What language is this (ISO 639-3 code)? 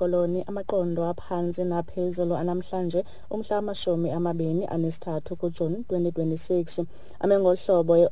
xho